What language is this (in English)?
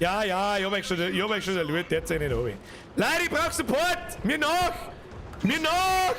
Bavarian